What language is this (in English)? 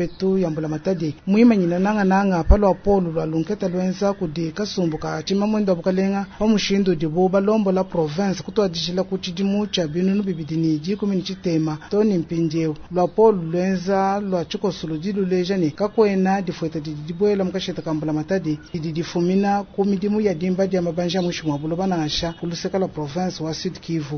Luba-Lulua